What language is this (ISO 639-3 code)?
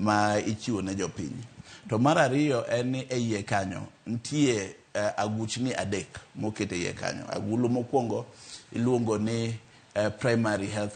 luo